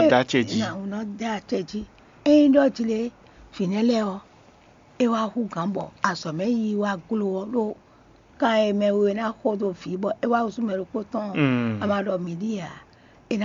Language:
Fon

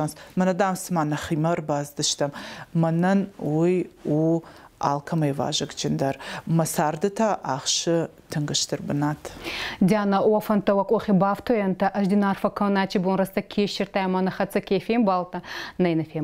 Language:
Ossetic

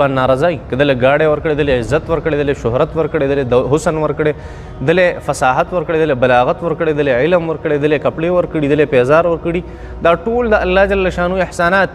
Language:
Pashto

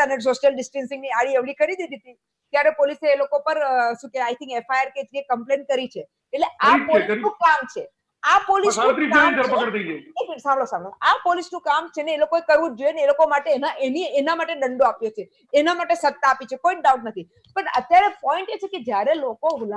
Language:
Gujarati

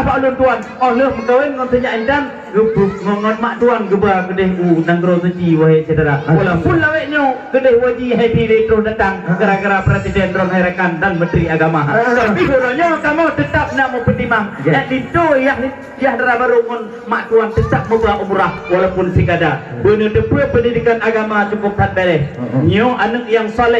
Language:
Achinese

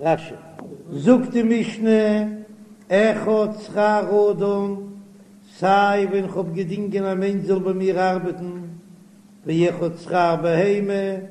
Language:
Yiddish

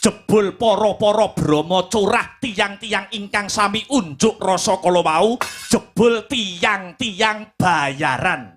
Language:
Javanese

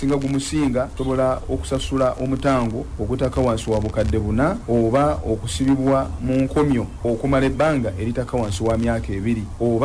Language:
Ganda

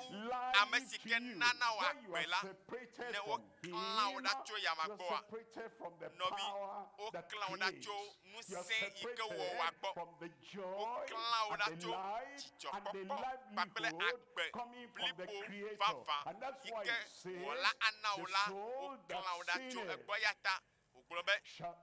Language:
Ewe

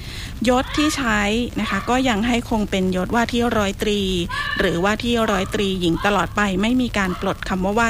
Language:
Thai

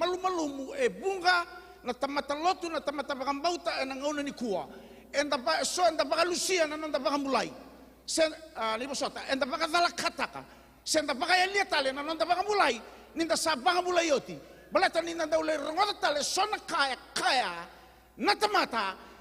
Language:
Fijian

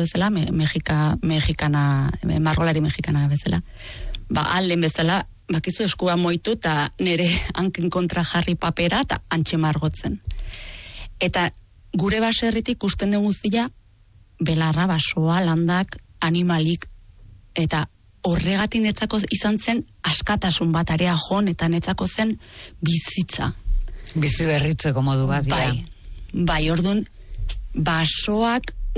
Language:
Basque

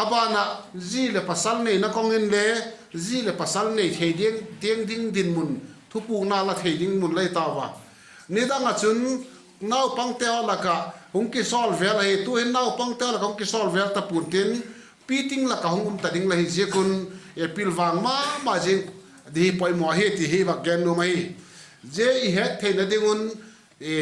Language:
Vaiphei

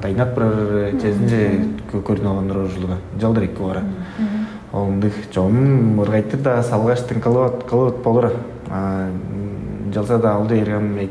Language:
Tuvinian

